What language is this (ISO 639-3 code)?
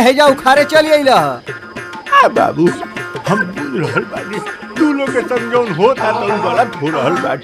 bho